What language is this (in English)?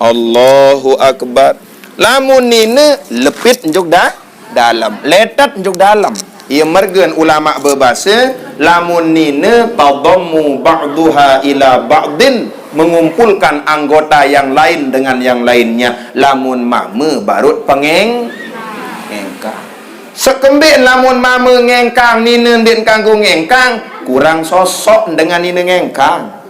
Sasak